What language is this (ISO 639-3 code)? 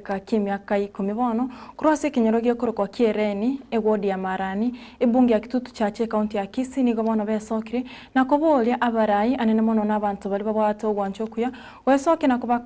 guz